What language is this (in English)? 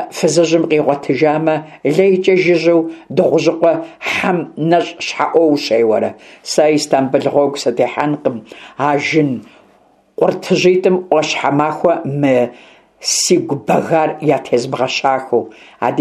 Kabardian